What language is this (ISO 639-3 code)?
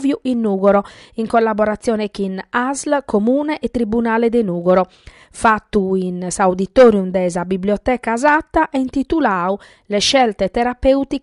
srd